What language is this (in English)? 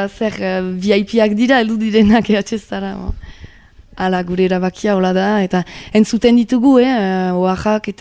Basque